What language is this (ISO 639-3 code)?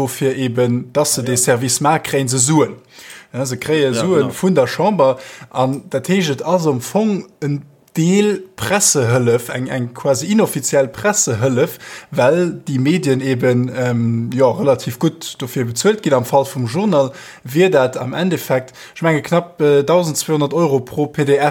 ltz